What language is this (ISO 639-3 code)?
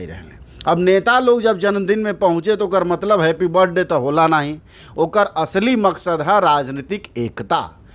bho